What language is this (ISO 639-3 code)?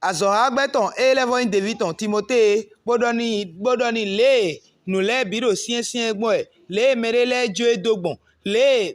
fon